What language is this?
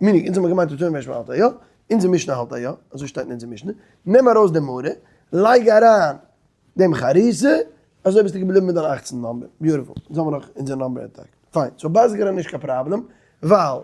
Yiddish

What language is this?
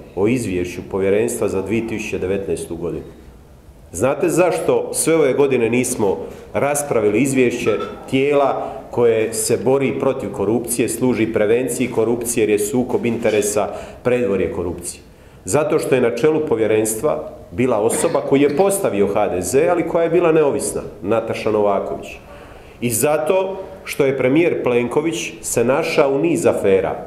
Croatian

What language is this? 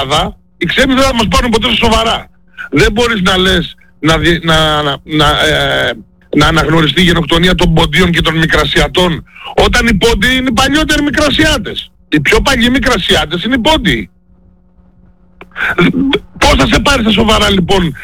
Greek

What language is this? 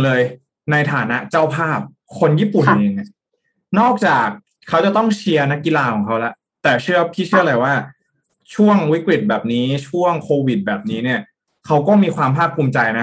Thai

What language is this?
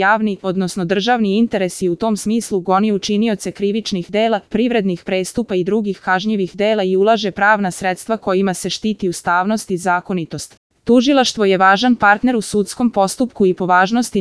Serbian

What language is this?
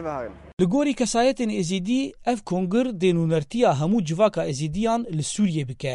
Kurdish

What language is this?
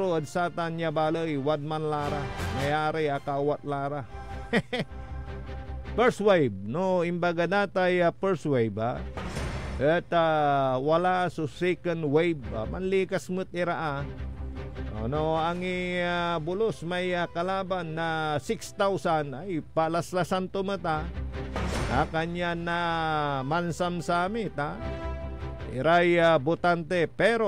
Pangasinan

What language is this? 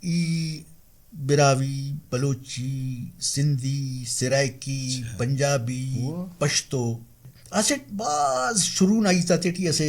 Brahui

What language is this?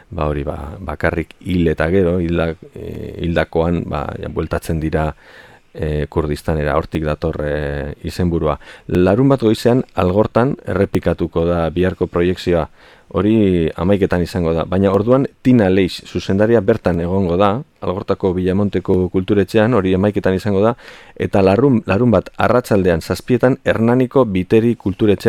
Basque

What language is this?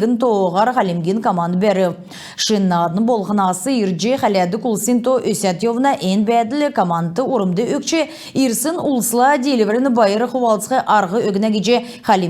Kalmyk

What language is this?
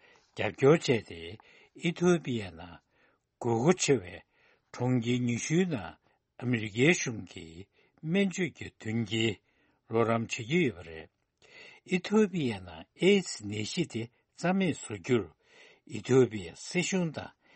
Tibetan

